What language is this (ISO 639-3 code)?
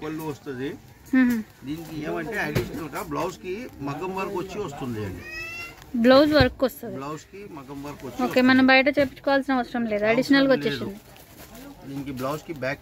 tel